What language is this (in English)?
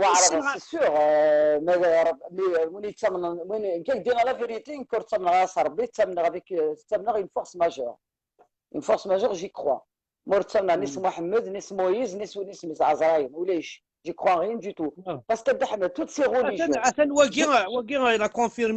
Kabyle